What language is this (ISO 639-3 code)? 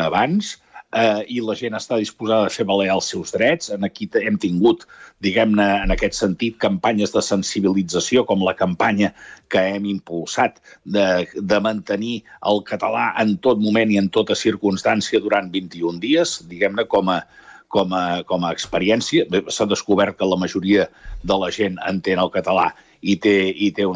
cat